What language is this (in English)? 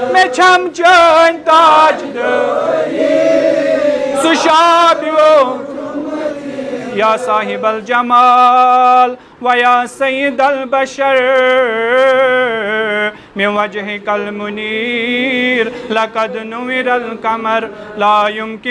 Kashmiri